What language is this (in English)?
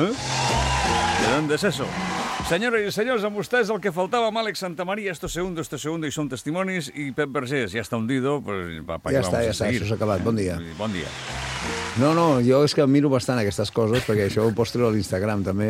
Catalan